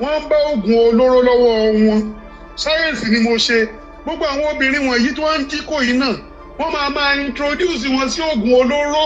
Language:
Yoruba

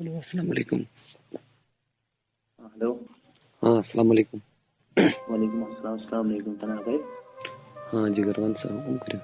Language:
Kashmiri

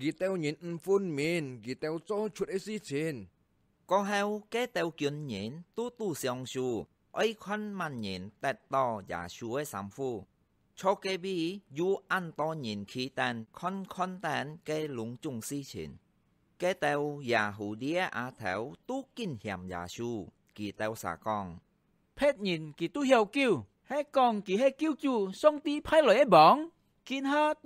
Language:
Hakka Chinese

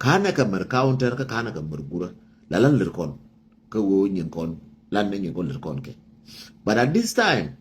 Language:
Nuer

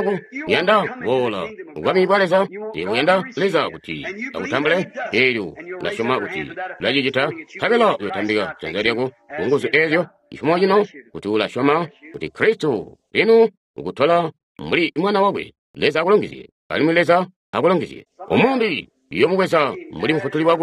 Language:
Tonga (Zambia)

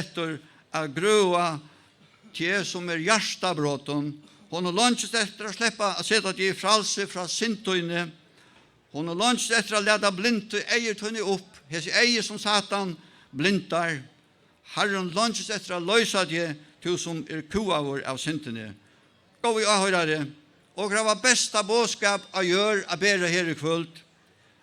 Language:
Faroese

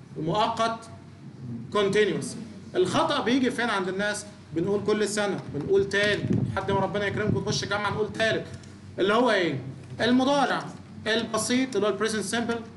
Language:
Egyptian Arabic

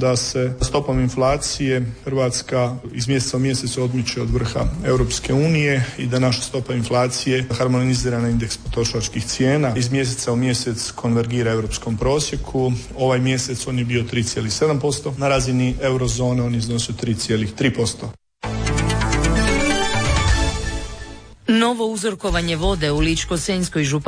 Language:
Croatian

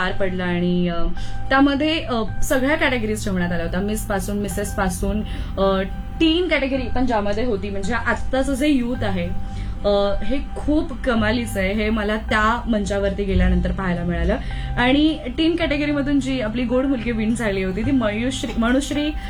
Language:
Marathi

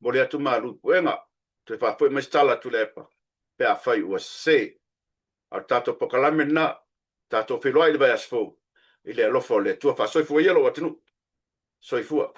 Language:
Samoan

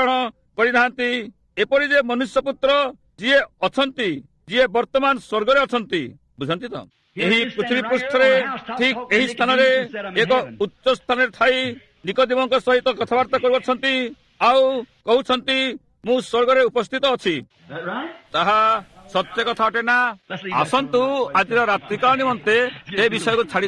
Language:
Odia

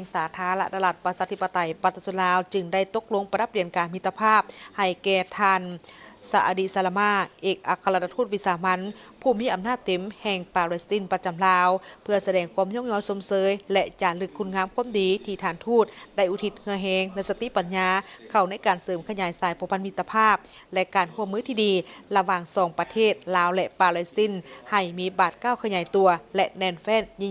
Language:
Lao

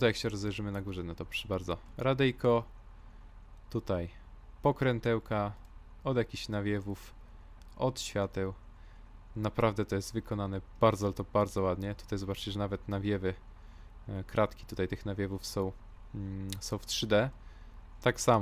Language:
Polish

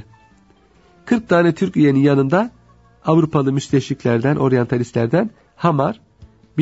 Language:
Turkish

